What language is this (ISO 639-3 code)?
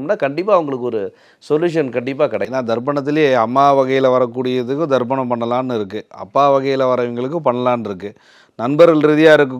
tam